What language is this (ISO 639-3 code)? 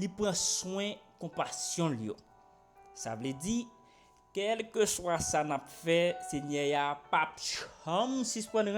hat